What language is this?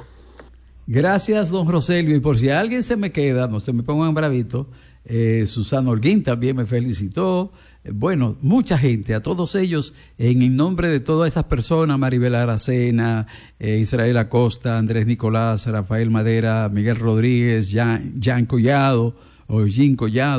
Spanish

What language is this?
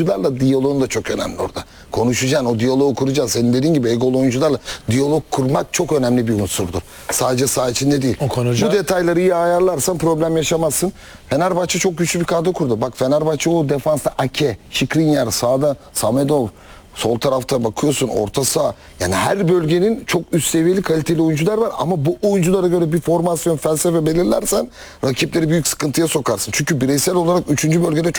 Turkish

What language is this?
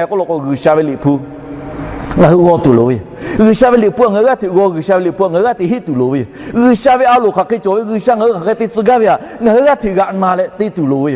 Lahu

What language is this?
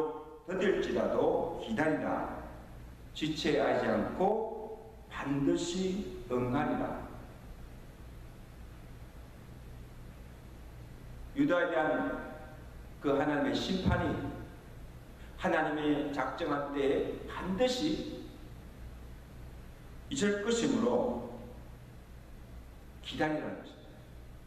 Korean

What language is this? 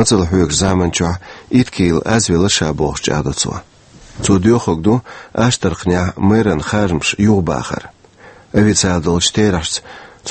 Chechen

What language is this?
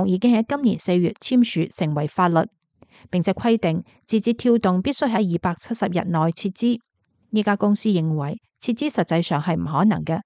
Cantonese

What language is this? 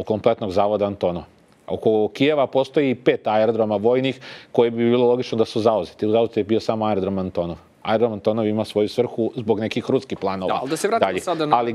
Serbian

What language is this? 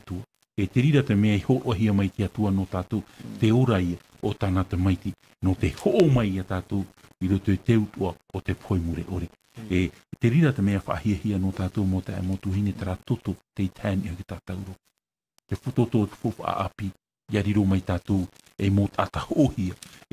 Tahitian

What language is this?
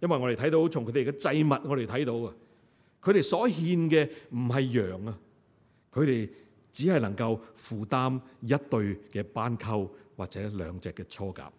Cantonese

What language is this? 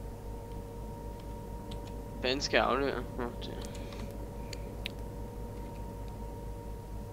Danish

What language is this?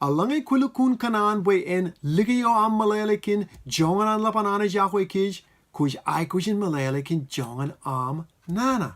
Marshallese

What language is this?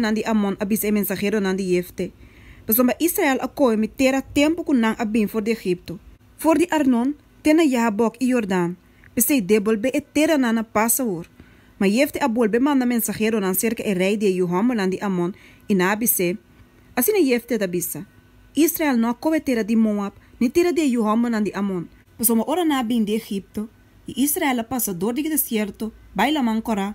Papiamento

